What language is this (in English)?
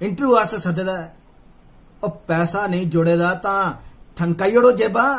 Dogri